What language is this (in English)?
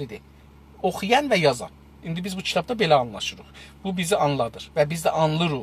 South Azerbaijani